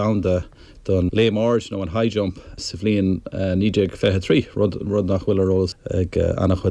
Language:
Irish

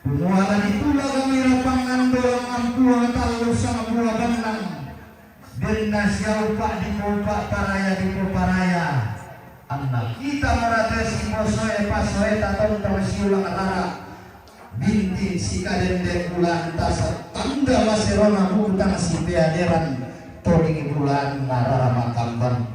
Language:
Toraja-Sa'dan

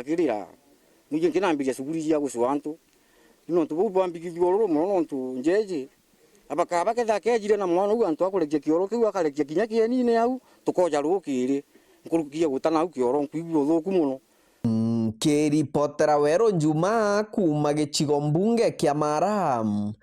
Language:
Meru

